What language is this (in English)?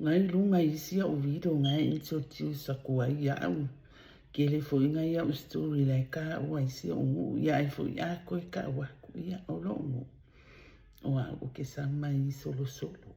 Samoan